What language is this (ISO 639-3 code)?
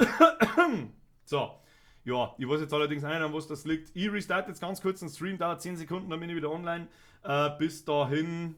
bar